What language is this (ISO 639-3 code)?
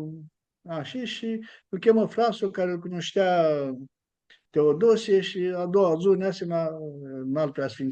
rup